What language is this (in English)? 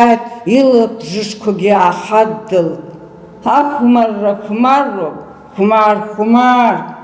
Abkhazian